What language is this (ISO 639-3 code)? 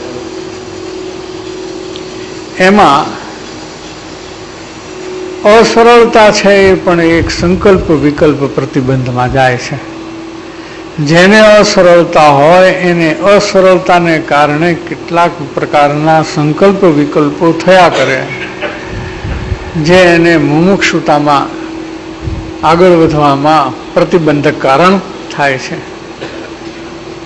guj